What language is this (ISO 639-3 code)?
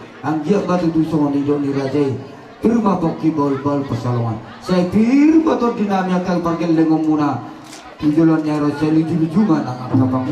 bbc